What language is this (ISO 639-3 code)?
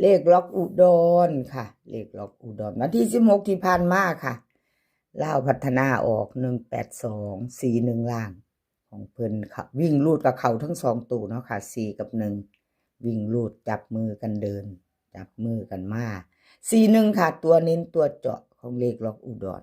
tts